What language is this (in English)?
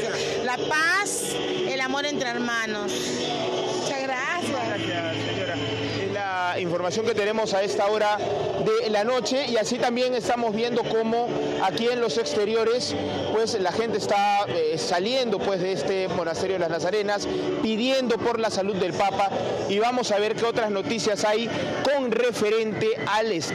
Spanish